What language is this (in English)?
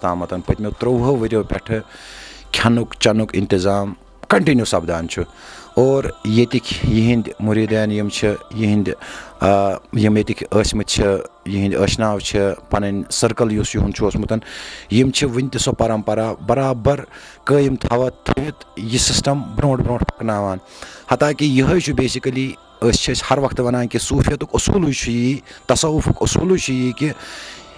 Kashmiri